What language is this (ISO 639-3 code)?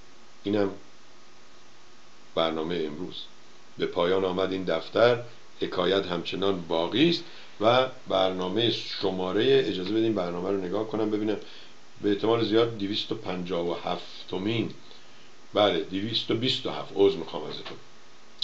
fas